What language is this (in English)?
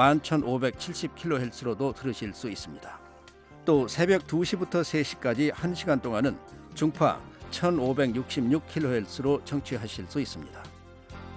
Korean